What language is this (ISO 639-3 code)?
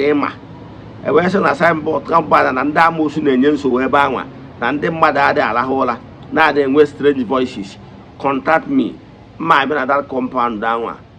ibo